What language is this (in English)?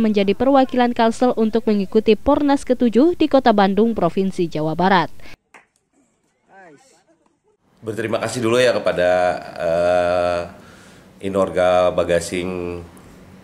Indonesian